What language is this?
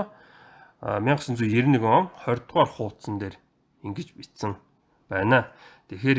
Mongolian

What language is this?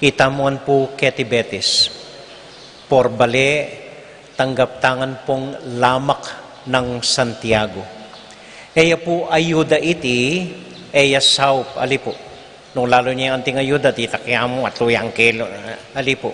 Pampanga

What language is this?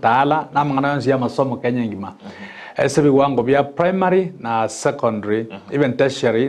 Gusii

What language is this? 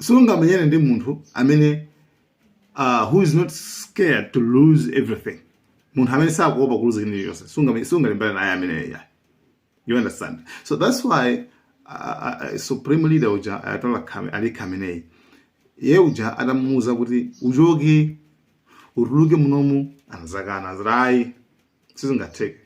Nyanja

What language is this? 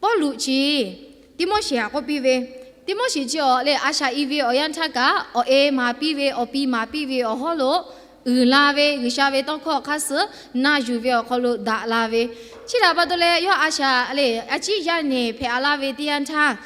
Lahu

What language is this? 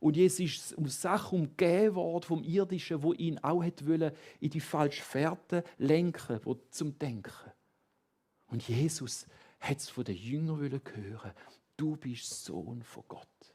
Swiss German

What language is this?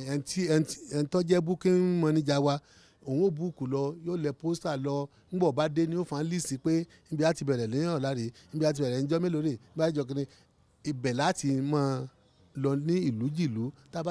Yoruba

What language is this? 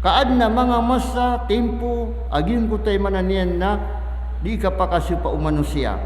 Maranao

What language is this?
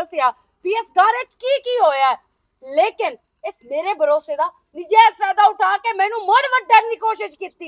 Western Panjabi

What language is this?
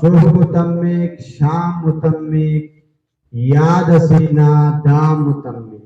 Brahui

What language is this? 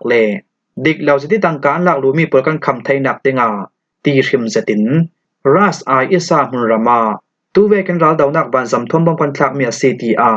Falam Chin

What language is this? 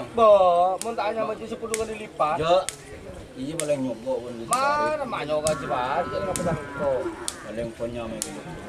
Madurese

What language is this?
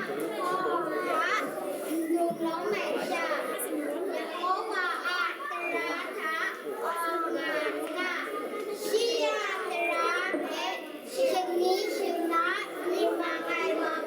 Kachin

